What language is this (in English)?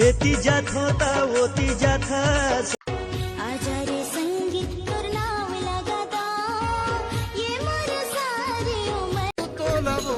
Chhattisgarhi